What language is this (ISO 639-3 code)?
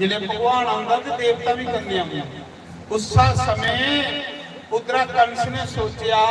doi